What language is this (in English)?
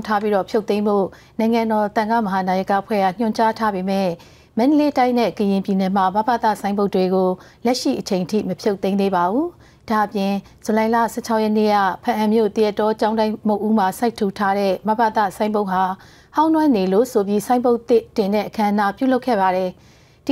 Burmese